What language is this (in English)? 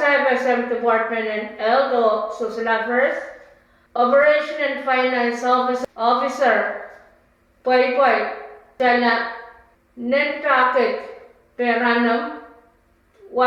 Pohnpeian